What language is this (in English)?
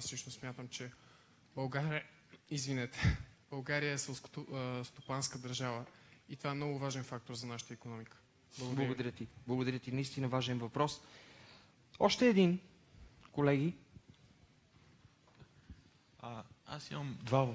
Bulgarian